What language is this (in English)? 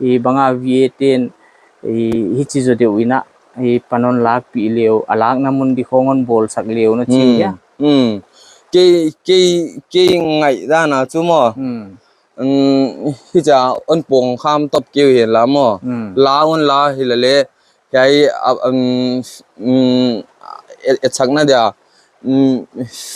Paite Chin